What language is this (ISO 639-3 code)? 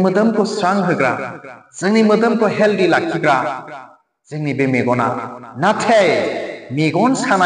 brx